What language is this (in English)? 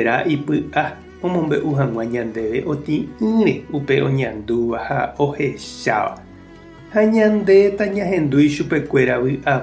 Guarani